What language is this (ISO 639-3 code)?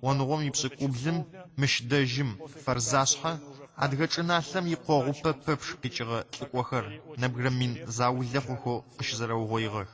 ady